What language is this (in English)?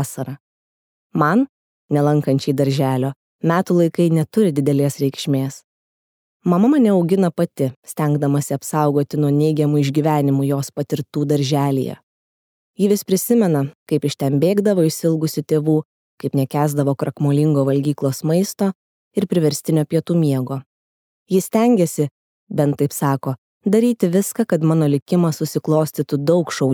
Lithuanian